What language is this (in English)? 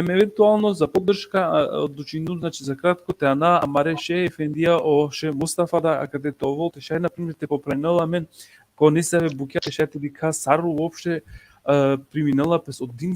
Balkan Romani